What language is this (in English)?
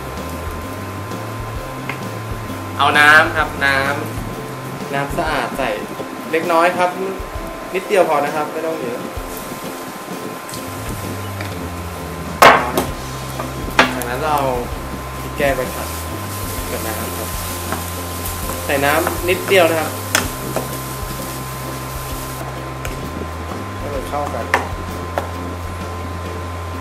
Thai